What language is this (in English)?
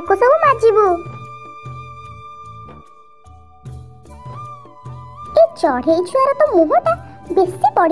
Odia